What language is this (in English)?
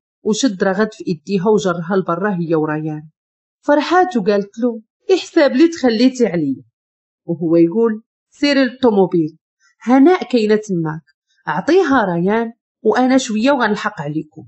Moroccan Arabic